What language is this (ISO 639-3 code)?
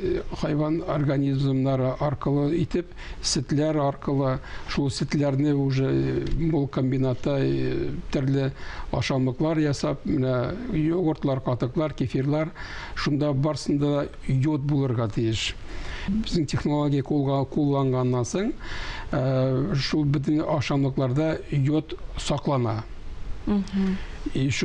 tat